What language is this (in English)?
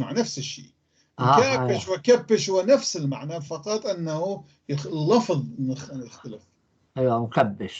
North Levantine Arabic